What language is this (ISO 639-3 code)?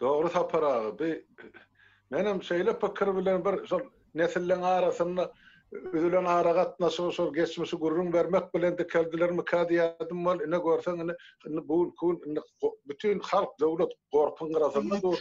tuk